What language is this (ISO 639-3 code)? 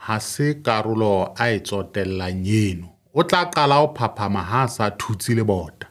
sot